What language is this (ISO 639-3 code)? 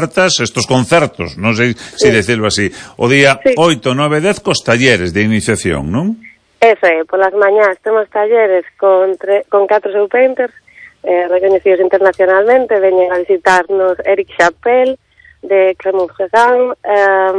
glg